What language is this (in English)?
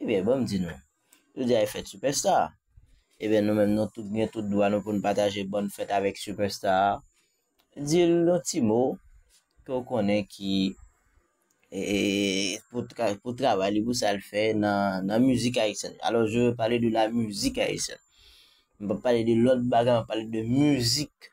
Haitian Creole